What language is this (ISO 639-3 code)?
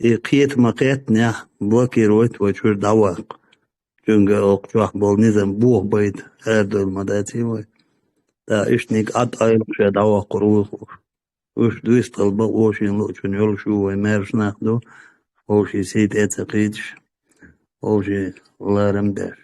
che